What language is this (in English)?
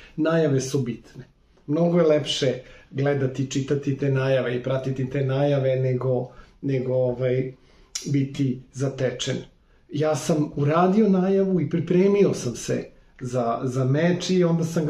Serbian